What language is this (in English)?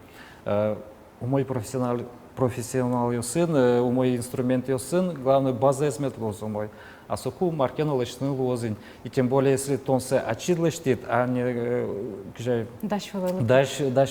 Udmurt